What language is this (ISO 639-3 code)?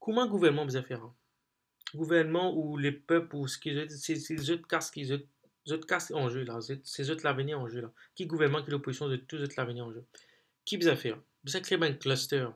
mfe